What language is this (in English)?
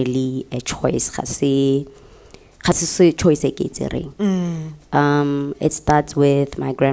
Tswana